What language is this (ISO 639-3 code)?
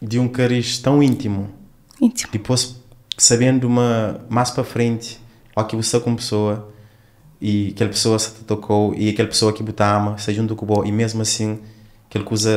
kea